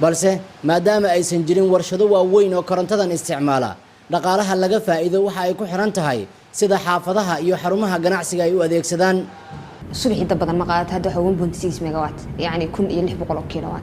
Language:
Somali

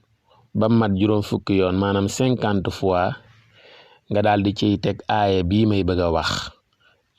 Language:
Wolof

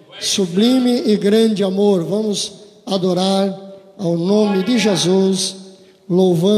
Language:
Portuguese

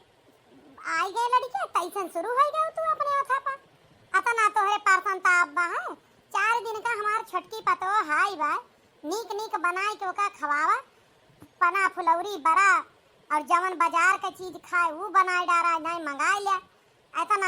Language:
Awadhi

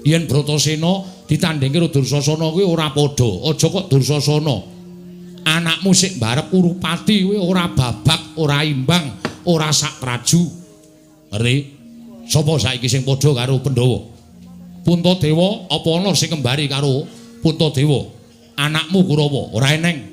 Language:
Javanese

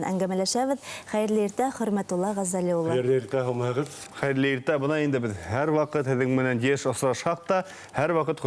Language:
Bashkir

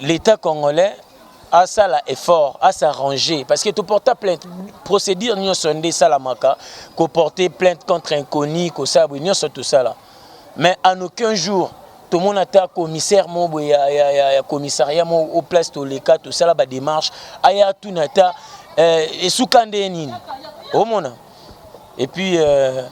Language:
Lingala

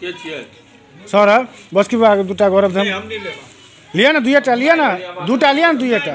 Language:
Maithili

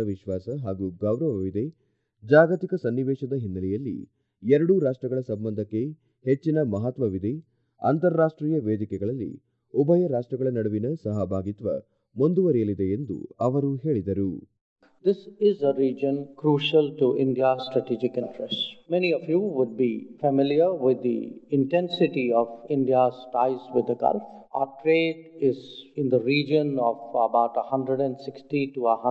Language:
Kannada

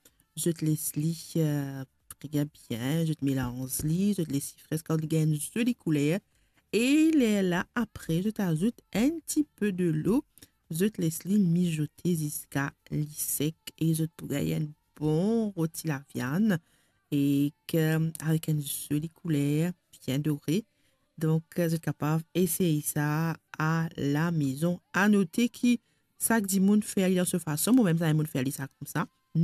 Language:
Morisyen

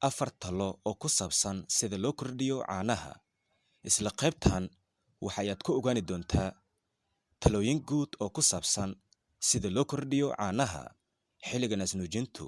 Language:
Somali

